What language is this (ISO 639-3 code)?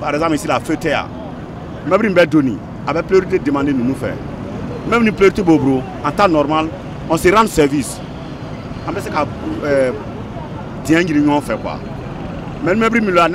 bam